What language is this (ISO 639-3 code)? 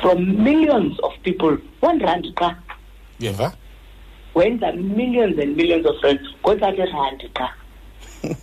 xho